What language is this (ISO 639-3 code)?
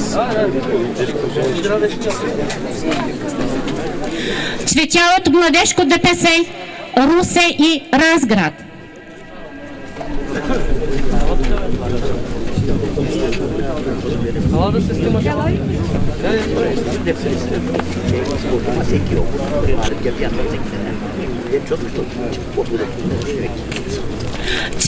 bul